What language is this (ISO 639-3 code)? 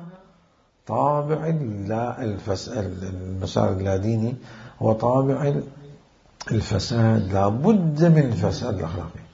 acm